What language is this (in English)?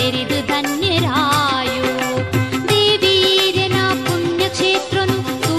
Tulu